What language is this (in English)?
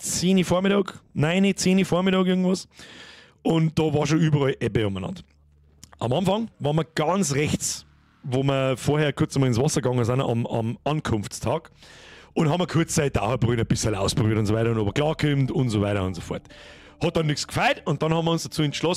Bavarian